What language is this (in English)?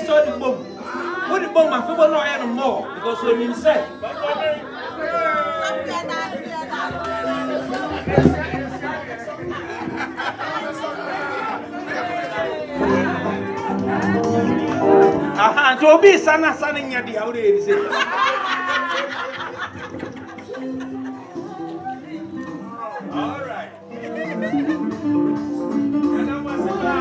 English